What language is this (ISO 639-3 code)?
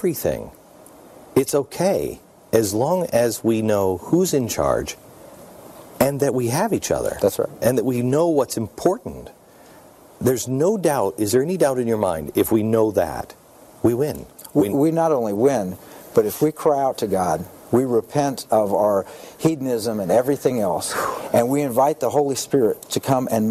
eng